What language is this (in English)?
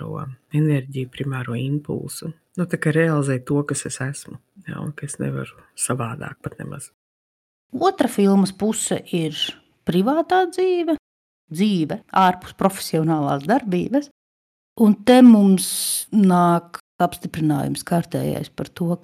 Latvian